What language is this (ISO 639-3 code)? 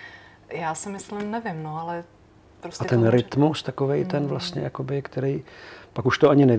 ces